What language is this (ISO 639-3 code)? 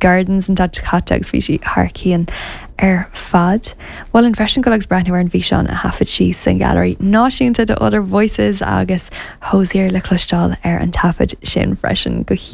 gle